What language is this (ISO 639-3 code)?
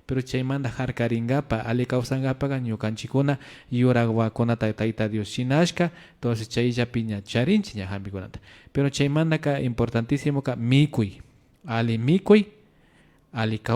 qvi